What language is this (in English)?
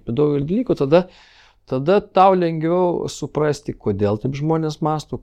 Lithuanian